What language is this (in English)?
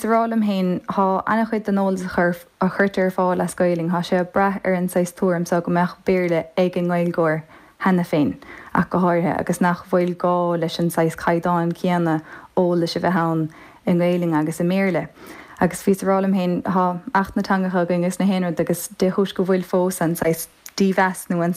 Irish